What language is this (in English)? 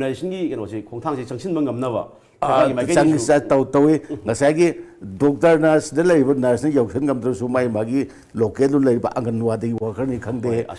Manipuri